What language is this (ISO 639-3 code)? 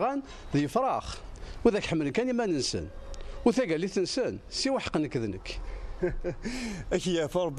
kab